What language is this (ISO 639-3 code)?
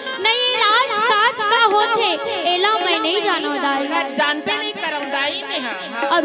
hne